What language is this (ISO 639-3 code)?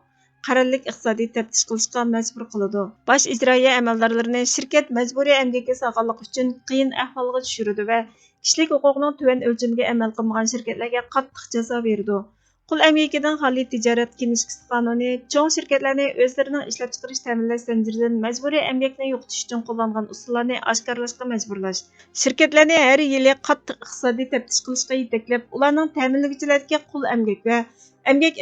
uig